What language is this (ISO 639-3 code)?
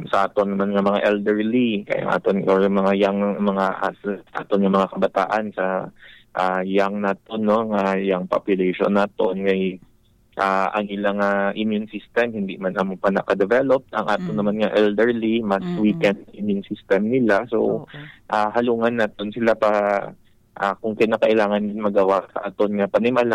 hil